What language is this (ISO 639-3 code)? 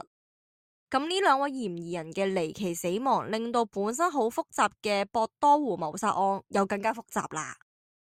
yue